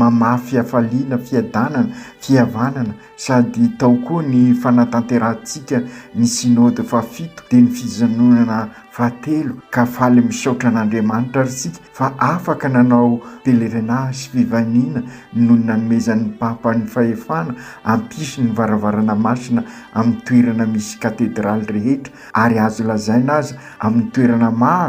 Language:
Malagasy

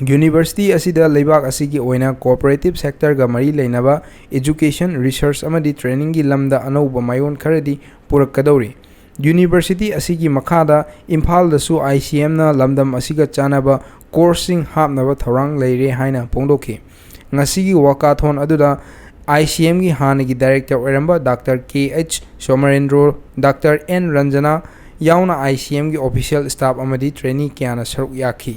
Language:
Manipuri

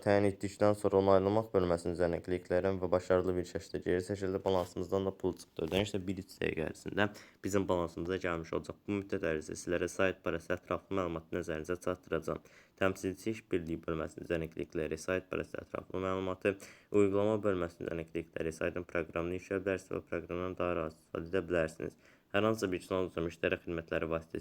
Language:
Azerbaijani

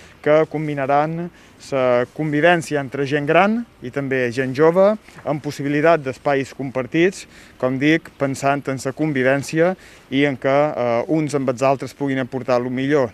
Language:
Catalan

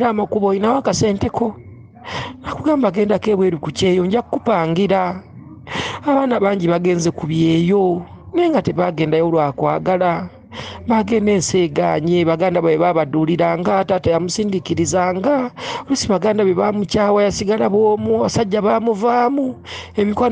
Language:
Ganda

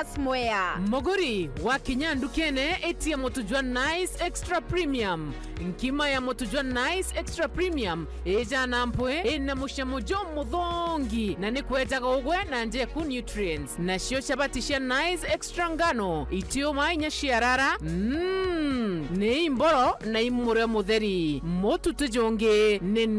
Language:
Meru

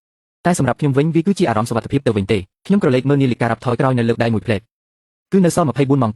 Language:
Khmer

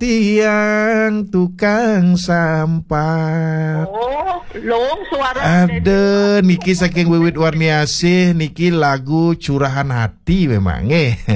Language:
Balinese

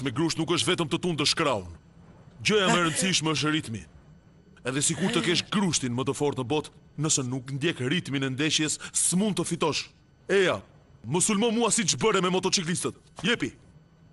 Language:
Albanian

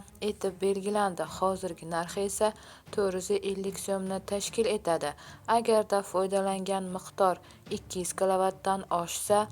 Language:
Uzbek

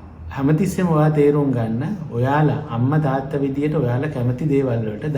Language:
Sinhala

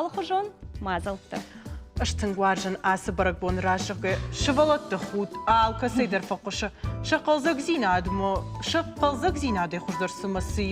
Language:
Ossetic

